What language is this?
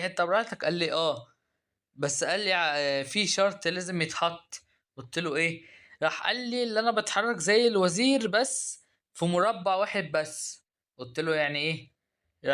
Egyptian Arabic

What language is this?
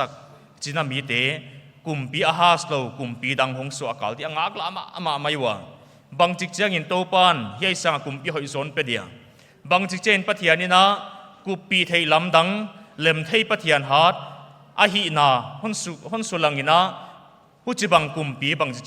Paite Chin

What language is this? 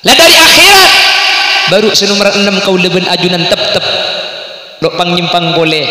Madurese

